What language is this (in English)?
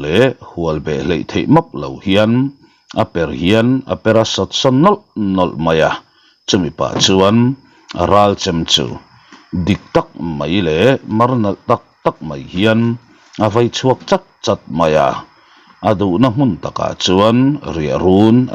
Mizo